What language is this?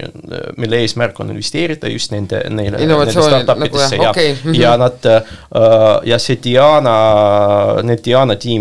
Estonian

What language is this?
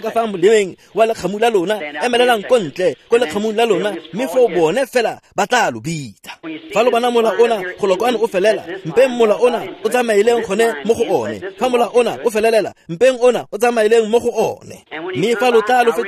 Tswana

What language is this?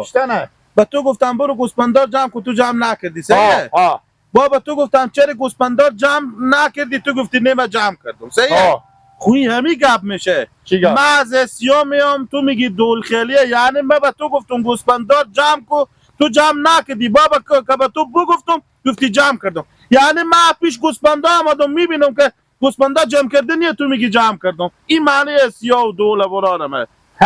Persian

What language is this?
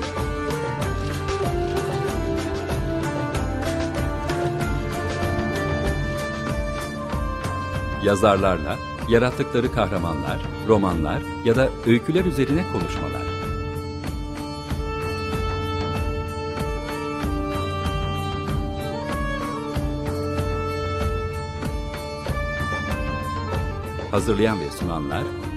Turkish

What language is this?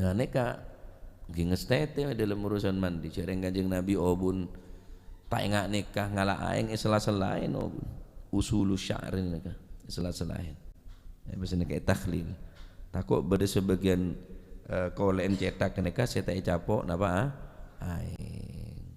Madurese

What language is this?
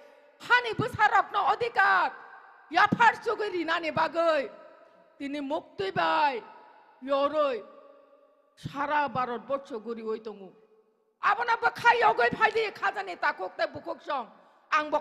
Kok Borok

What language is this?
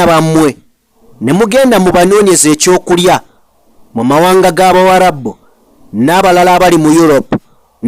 Ganda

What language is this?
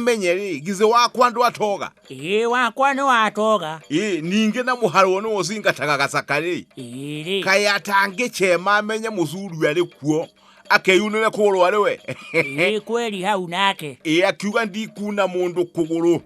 Kikuyu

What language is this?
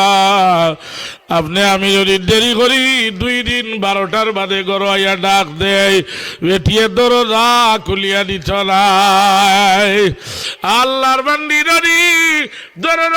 Sylheti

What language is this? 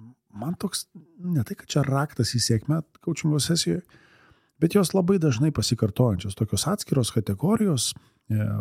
Lithuanian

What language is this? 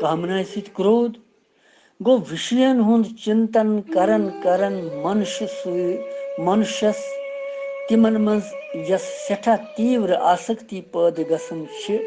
Kashmiri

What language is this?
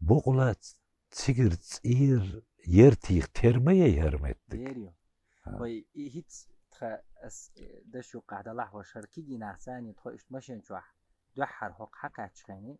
Chechen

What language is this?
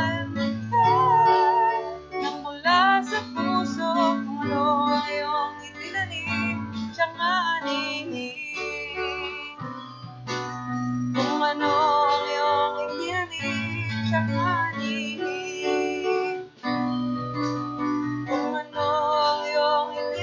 Filipino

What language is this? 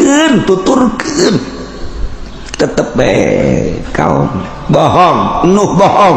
Sundanese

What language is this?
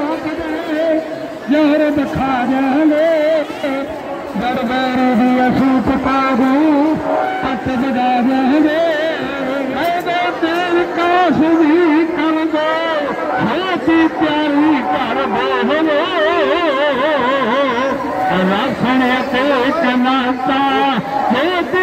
Punjabi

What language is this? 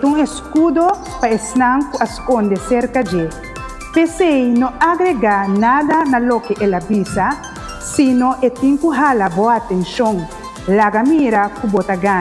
Papiamento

